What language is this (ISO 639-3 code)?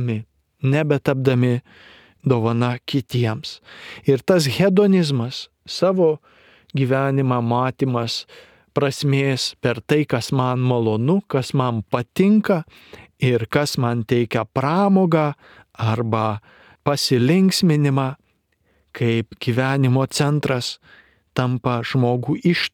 lit